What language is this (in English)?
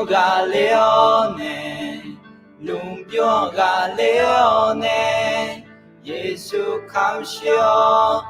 Akha